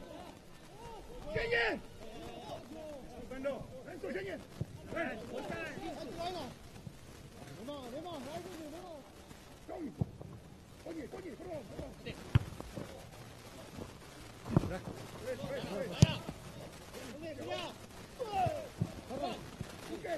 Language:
Czech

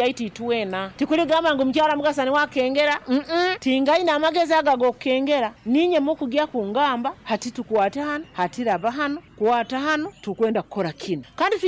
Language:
Nyankole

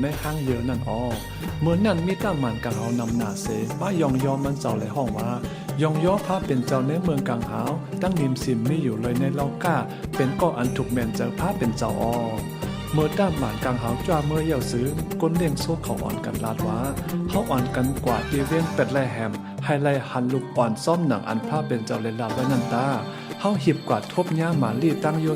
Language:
Shan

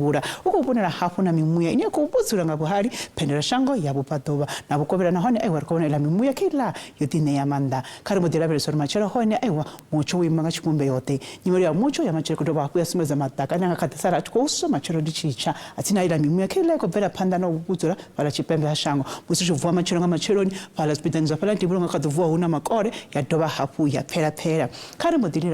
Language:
Venda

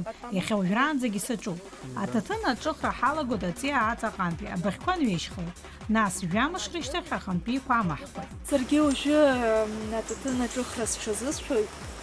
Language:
Abkhazian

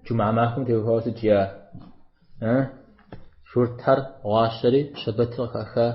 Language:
Kabardian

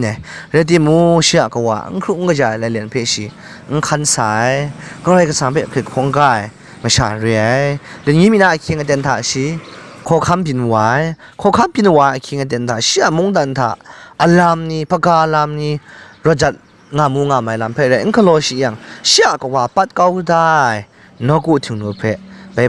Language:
Kachin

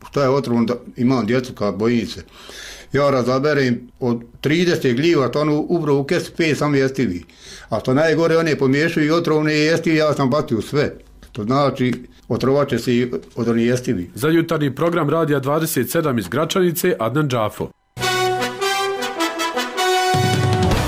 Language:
Bosnian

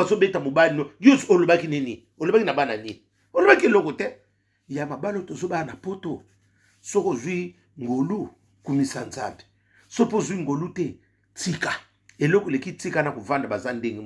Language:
Lingala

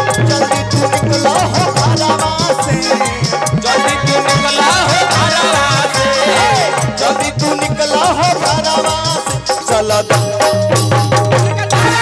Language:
Bhojpuri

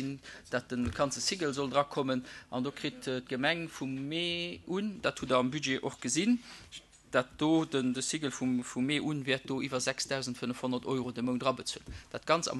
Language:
Luxembourgish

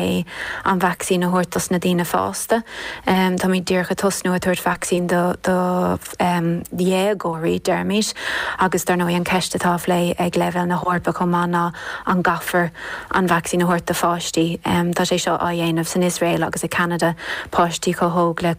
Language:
Irish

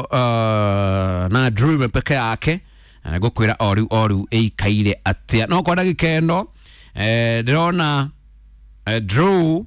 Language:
Kikuyu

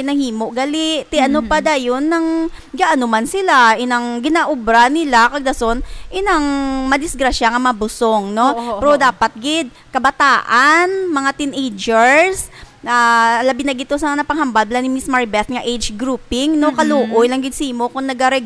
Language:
Hiligaynon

